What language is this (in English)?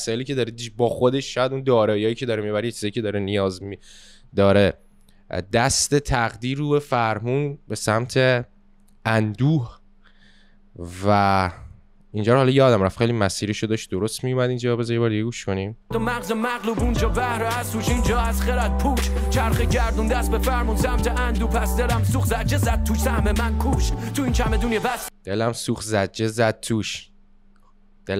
Persian